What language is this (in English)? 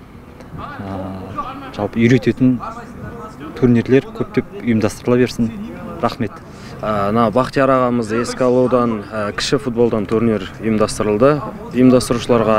Kazakh